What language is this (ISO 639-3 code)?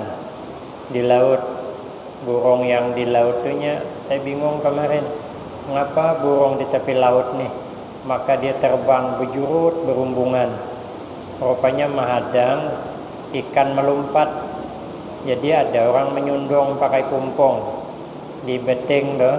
bjn